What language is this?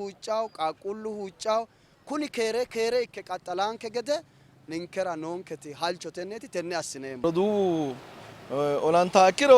Sidamo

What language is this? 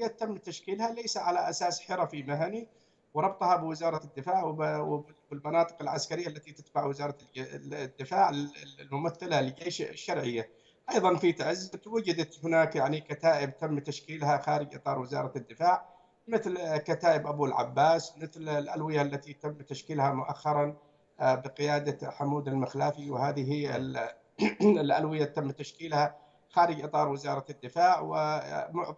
Arabic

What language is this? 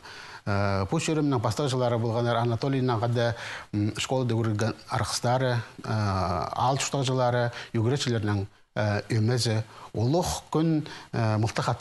Khakas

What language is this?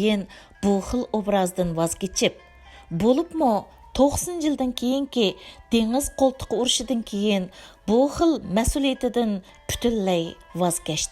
Uyghur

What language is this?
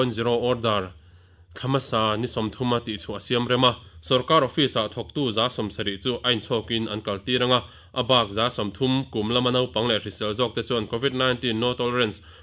Mizo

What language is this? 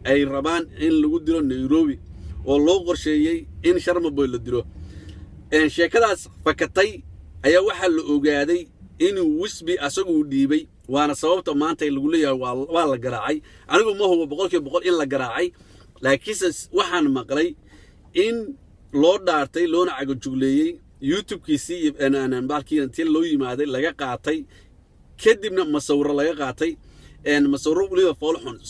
Somali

